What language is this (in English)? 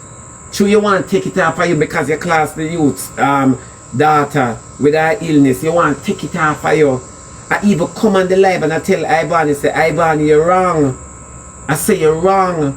Jamaican Creole English